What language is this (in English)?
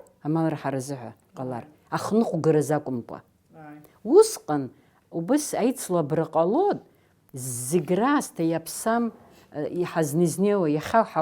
Abkhazian